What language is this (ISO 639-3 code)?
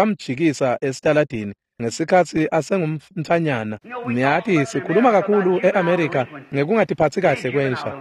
ssw